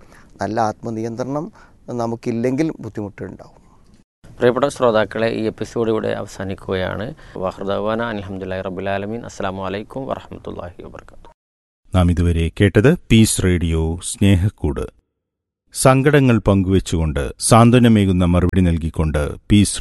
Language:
Malayalam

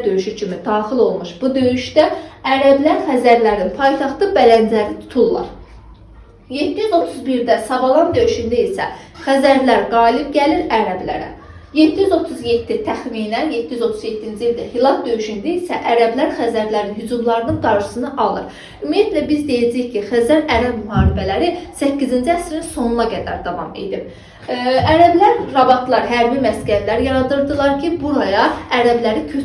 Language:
Azerbaijani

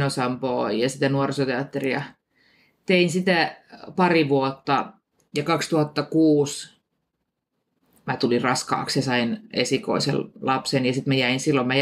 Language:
Finnish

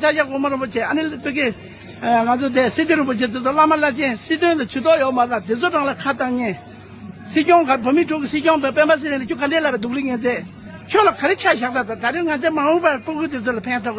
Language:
Tibetan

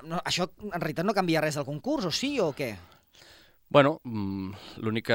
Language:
Catalan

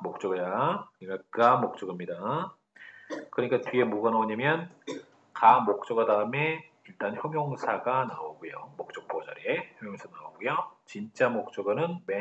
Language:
Korean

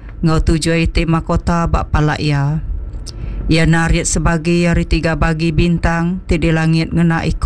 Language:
Iban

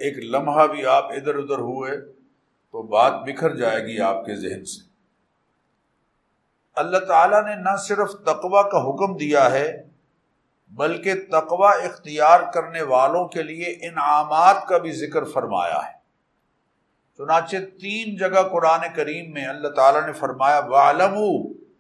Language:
Urdu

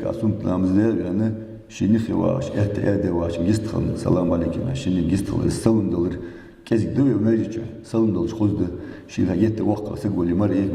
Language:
Ingush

